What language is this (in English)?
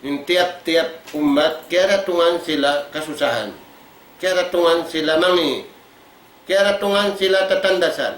Tausug